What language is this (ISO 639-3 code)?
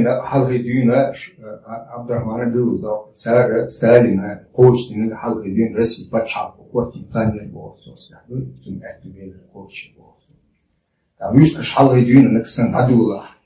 che